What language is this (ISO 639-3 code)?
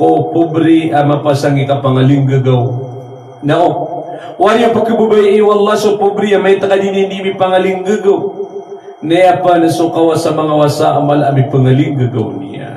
mrw